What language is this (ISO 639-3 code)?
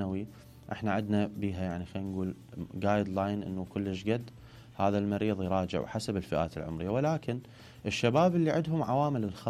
acm